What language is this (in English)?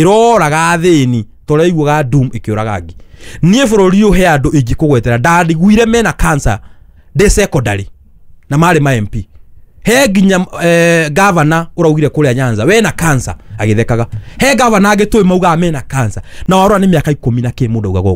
Kikuyu